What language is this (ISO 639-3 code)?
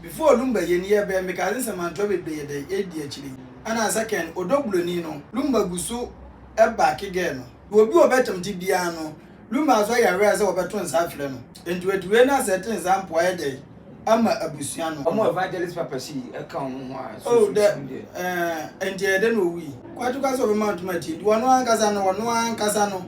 aka